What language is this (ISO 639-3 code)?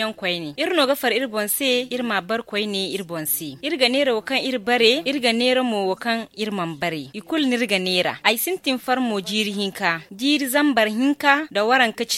dje